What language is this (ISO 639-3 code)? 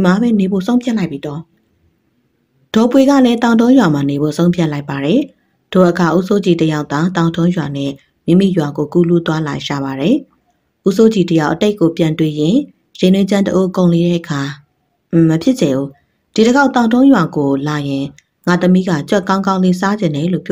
mya